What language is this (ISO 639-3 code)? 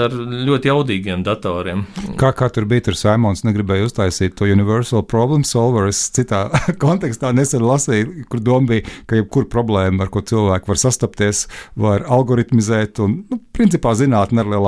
lav